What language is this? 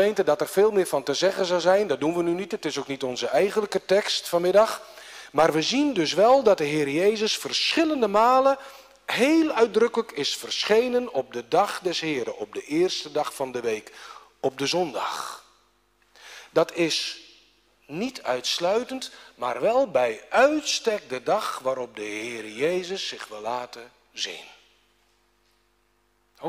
Dutch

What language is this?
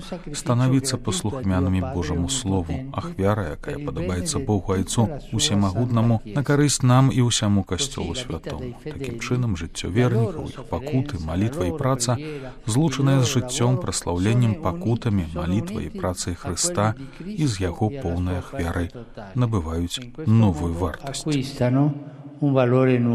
Belarusian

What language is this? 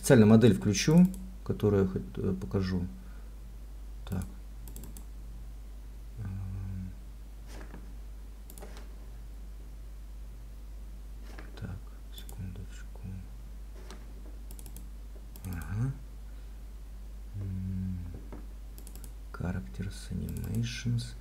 Russian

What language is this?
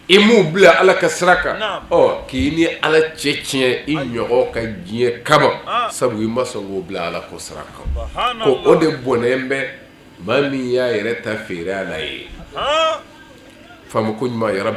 Bambara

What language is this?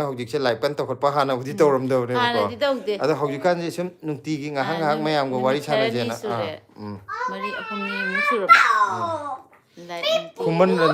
Manipuri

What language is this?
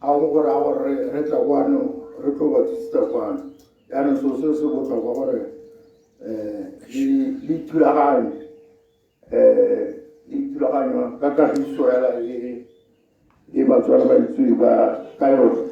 Tswana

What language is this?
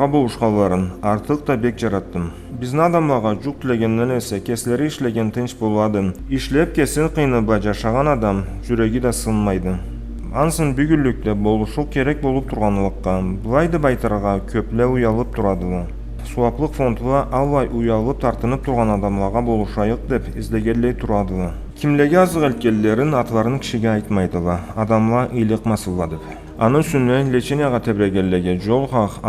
Karachay-Balkar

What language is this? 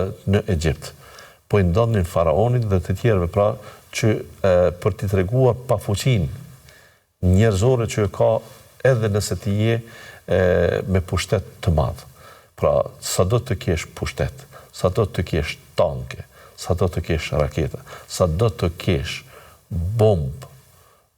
Albanian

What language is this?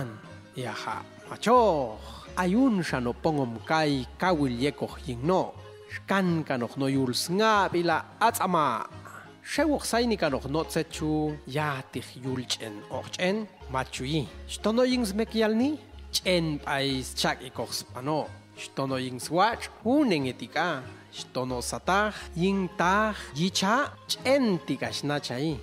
Popti'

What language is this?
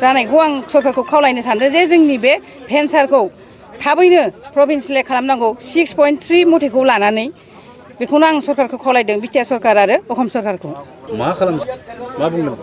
Bodo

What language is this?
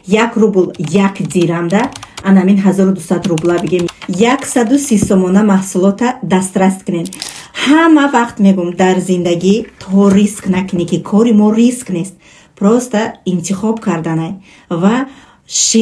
Tajik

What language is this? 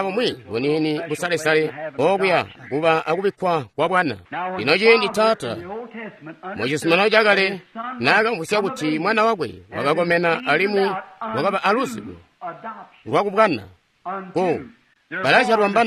Tonga (Zambia)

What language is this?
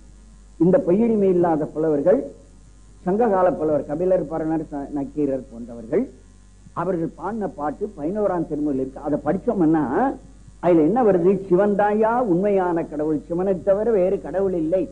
Tamil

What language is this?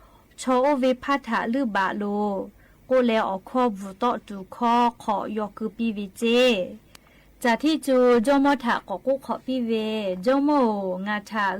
Lahu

